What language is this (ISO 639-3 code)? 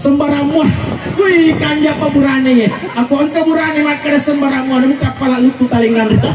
bug